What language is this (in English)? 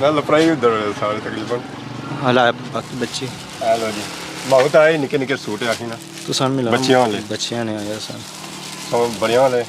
Pahari-Potwari